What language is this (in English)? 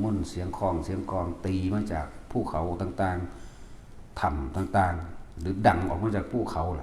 Northeastern Thai